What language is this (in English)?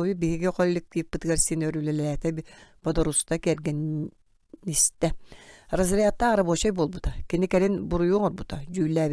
Yakut